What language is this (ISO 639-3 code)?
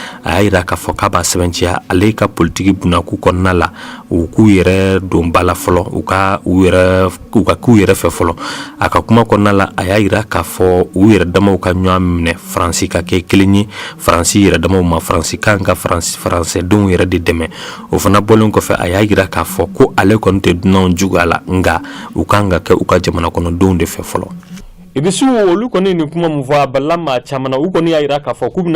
bam